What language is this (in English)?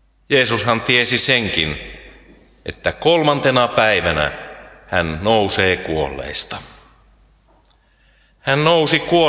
Finnish